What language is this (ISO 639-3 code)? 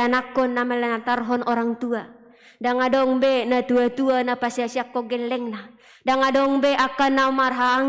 bbc